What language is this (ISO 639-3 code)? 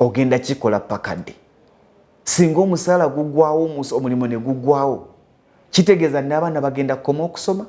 lug